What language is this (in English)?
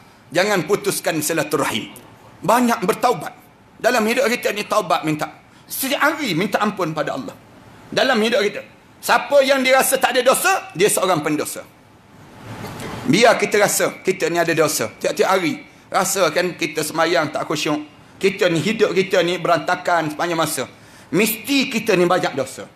Malay